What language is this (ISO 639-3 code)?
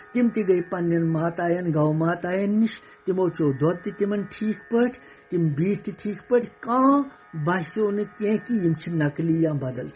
kas